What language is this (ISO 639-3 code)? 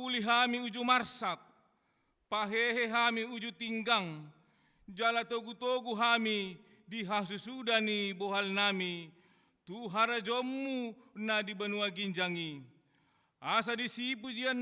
bbc